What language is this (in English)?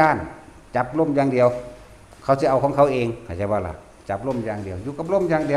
Northeastern Thai